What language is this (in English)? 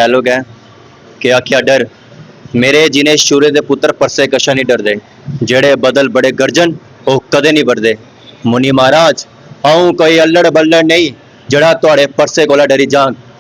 Dogri